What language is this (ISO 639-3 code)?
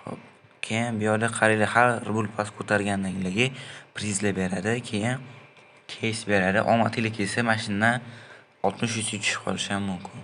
uzb